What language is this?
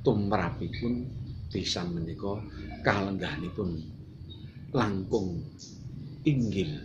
Javanese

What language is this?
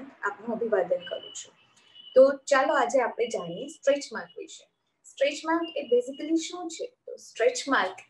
Gujarati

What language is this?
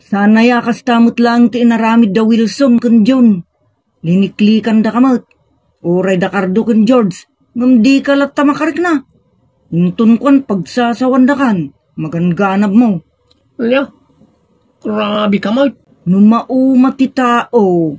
Iloko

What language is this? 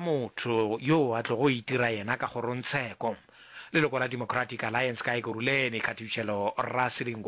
Northern Sotho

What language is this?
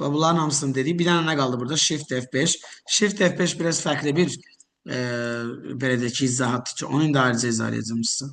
Azerbaijani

